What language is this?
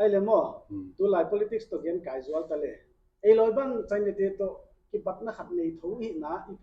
Paite Chin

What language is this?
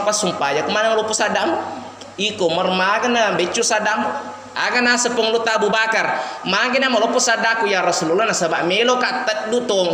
Buginese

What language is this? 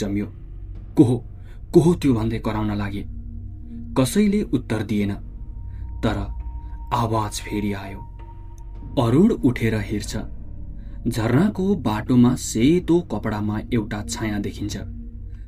Nepali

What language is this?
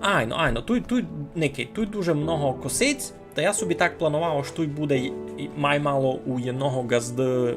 Rusyn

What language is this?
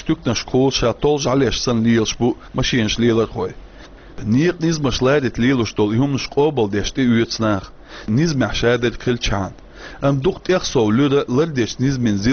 Chechen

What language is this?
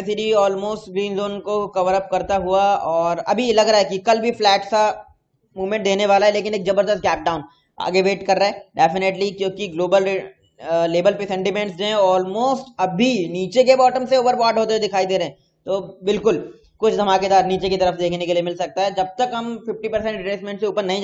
Hindi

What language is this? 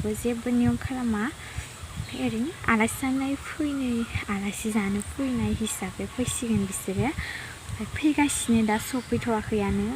Bodo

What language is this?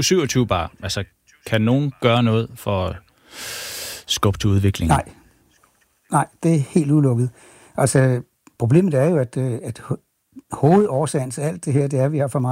Danish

